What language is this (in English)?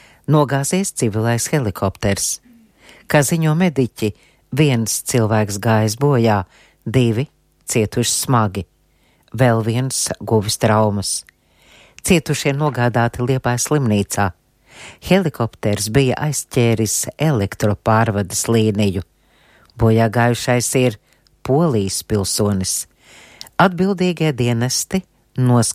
Latvian